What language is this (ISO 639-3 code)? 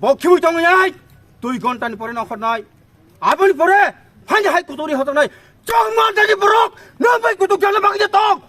trp